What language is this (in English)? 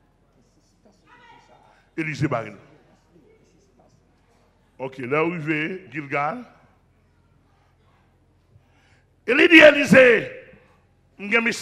French